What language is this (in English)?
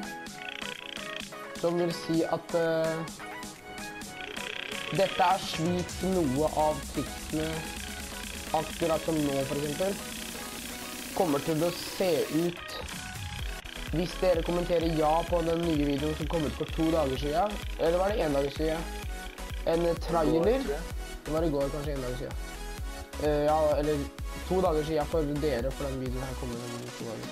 Norwegian